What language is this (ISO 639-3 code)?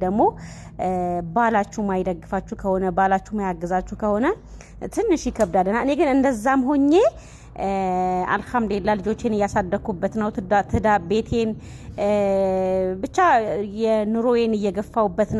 amh